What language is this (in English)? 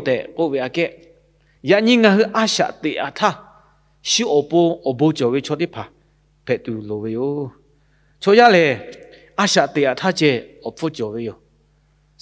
Lahu